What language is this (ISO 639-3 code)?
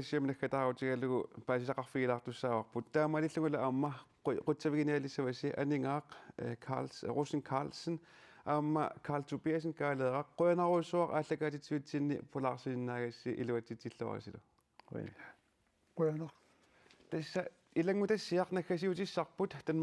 kal